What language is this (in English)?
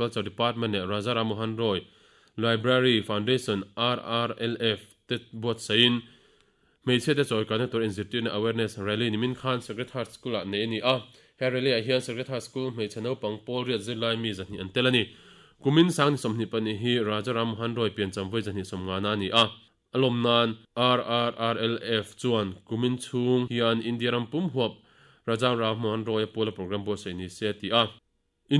Mizo